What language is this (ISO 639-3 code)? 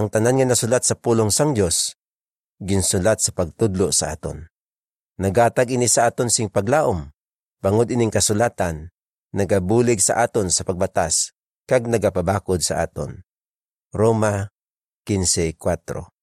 hil